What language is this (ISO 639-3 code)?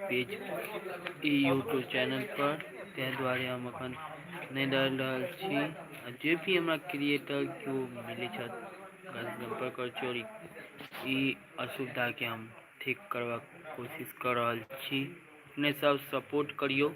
mai